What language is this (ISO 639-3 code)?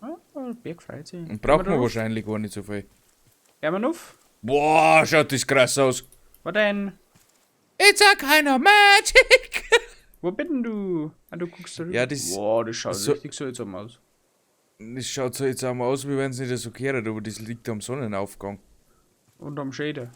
bar